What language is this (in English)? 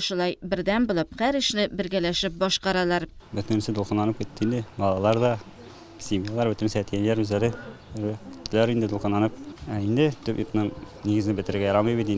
Tatar